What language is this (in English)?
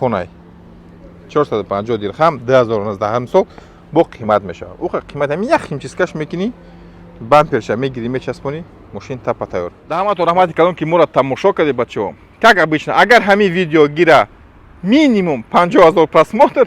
Tajik